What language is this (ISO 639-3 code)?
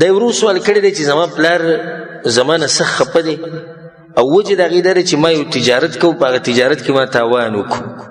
pus